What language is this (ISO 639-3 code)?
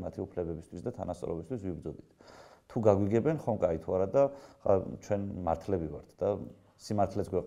kat